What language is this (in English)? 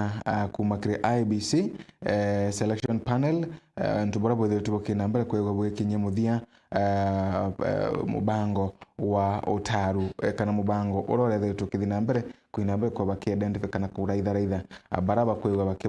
Meru